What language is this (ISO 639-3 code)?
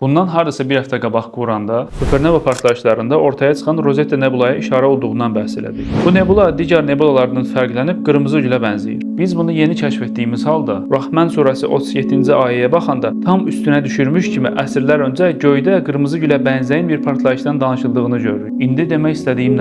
aze